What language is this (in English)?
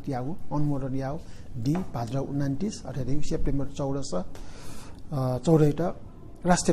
Newari